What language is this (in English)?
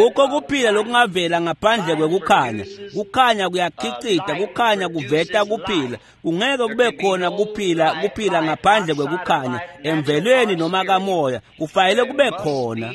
Swati